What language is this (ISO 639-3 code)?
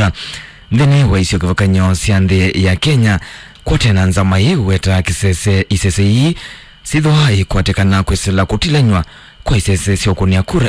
kam